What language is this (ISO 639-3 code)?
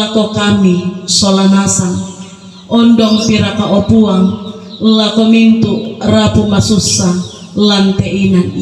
sda